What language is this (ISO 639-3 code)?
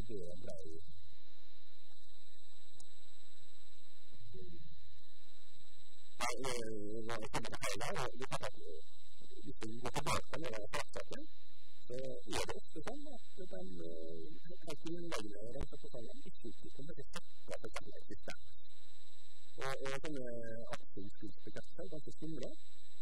nor